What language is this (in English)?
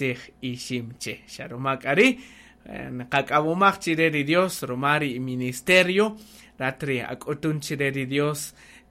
Kaqchikel